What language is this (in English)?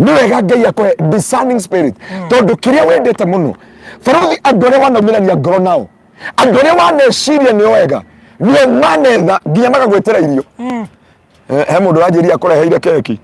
Kikuyu